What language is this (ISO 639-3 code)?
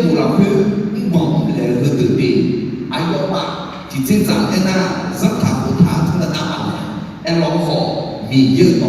ahk